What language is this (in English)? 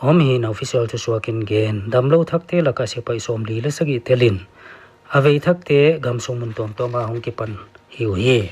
Paite Chin